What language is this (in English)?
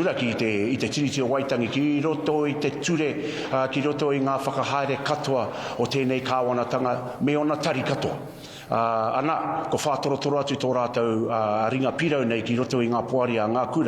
Māori